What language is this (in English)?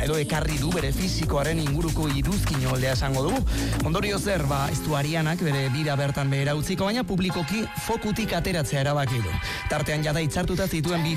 Basque